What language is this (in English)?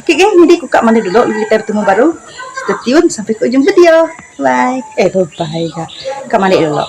Iban